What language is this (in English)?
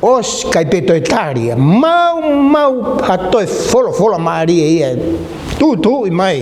Tongan